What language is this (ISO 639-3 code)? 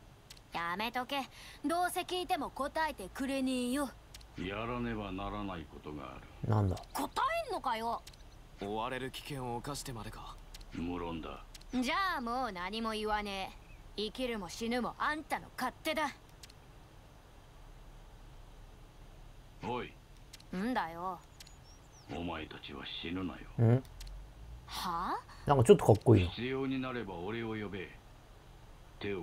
jpn